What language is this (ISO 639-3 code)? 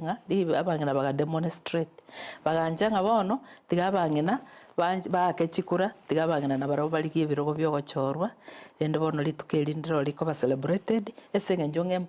guz